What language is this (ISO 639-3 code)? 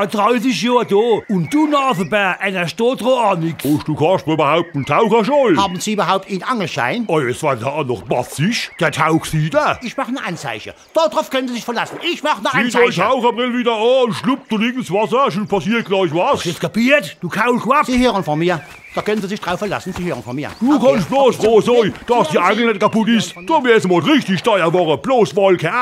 pfl